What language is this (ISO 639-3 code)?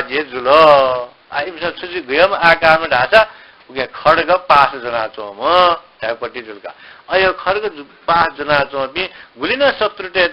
new